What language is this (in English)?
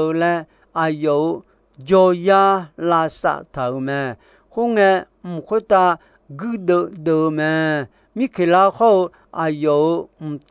Akha